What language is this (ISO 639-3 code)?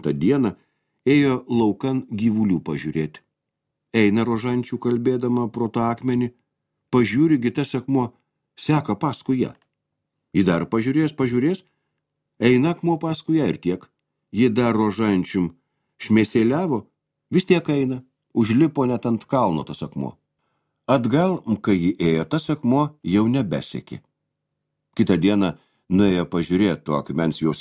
lit